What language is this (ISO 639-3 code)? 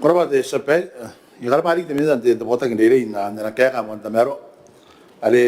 gil